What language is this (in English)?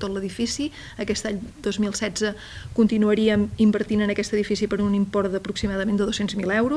Catalan